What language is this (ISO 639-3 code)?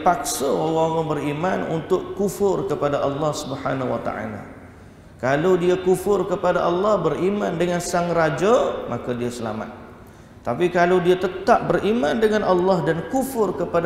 msa